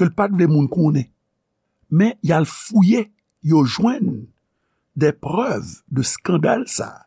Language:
Haitian Creole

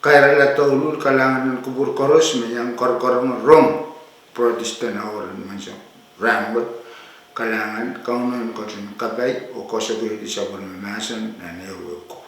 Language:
Pohnpeian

